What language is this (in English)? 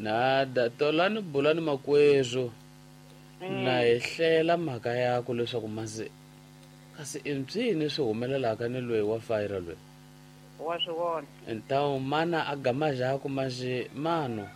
Tsonga